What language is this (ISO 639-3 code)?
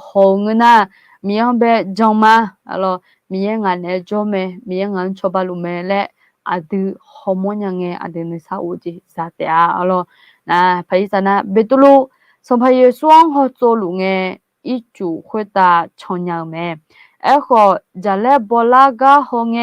ahk